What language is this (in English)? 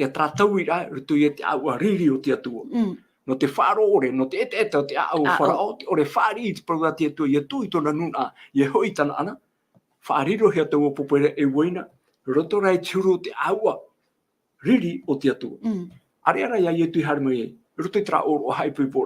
Tahitian